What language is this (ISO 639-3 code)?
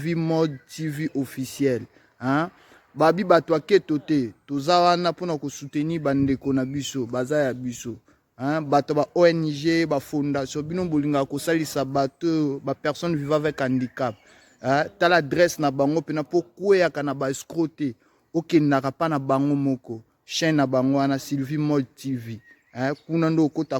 lin